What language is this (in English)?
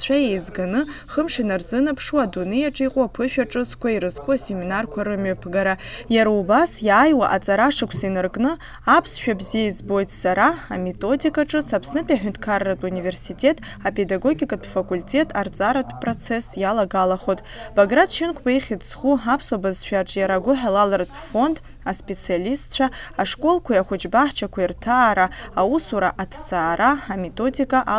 Abkhazian